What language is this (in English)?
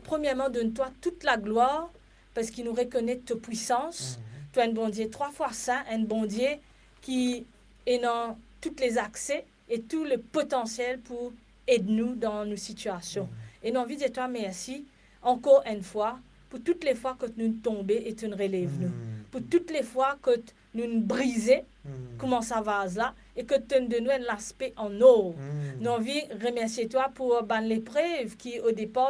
Morisyen